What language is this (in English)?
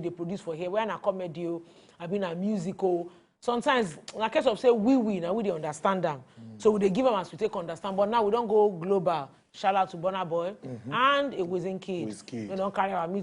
Nigerian Pidgin